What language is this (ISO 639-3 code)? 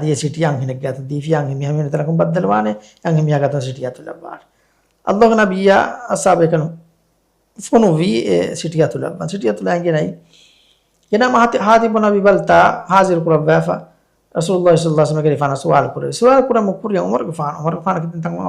div